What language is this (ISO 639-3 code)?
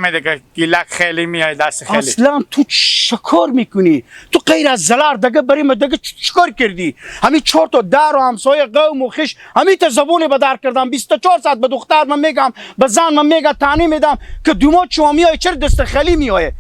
haz